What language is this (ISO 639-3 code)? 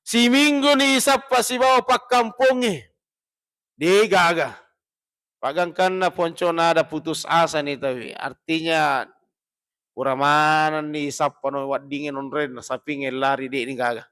bug